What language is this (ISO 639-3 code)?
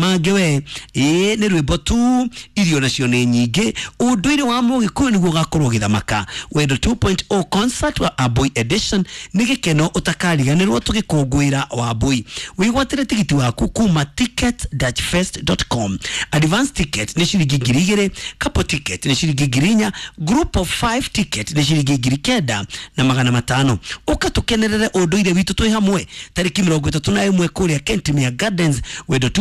kik